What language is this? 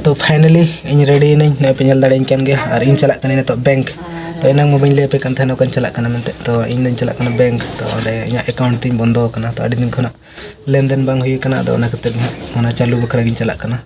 Santali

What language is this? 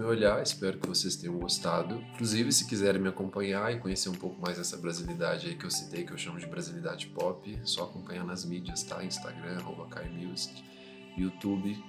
Portuguese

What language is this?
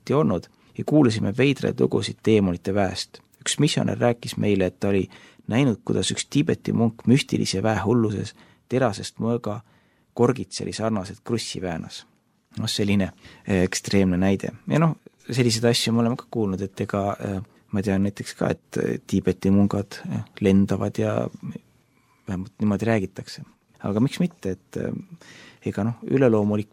Estonian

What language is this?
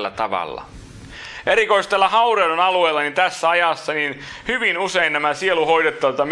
Finnish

